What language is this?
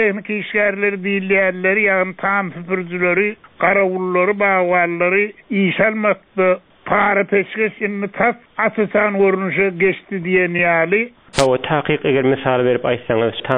Turkmen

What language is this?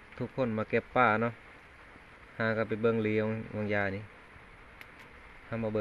Lao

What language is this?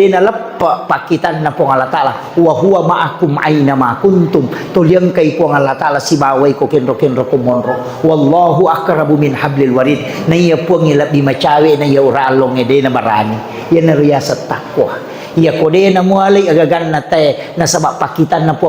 Buginese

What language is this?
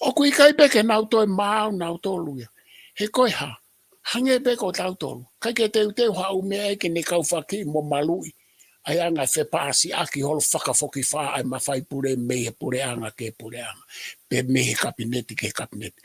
Tongan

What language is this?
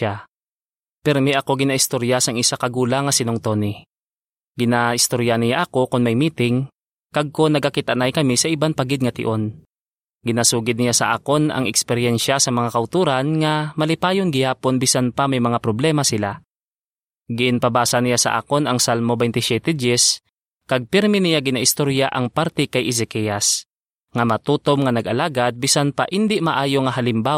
Hiligaynon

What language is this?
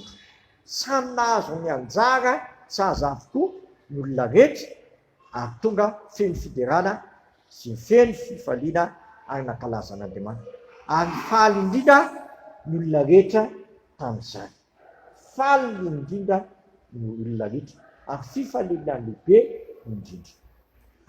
Malagasy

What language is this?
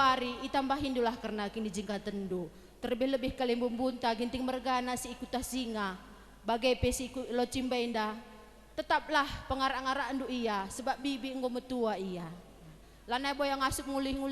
Batak Karo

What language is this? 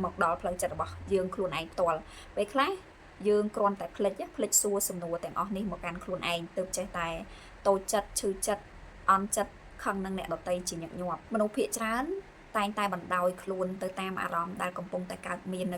Khmer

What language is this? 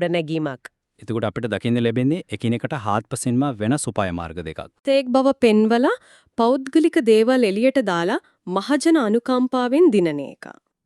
Sinhala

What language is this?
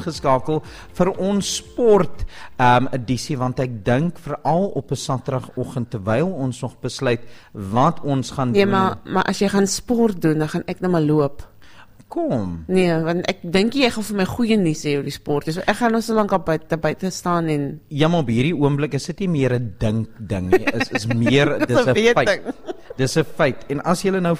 Afrikaans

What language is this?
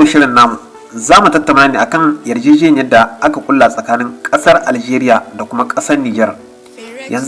Hausa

